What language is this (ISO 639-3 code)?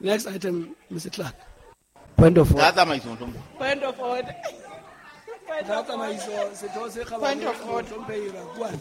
sot